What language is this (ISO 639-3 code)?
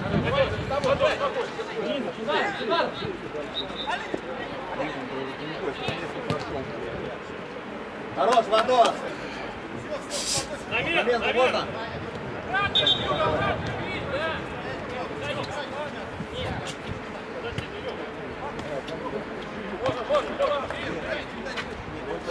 rus